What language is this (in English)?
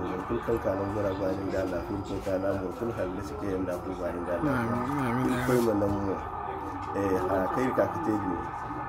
Zarma